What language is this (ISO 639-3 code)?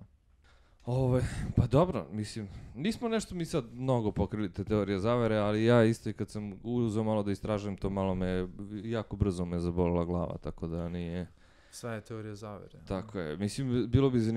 srp